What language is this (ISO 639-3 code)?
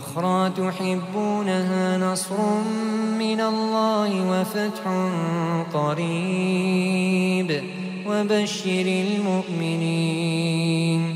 ara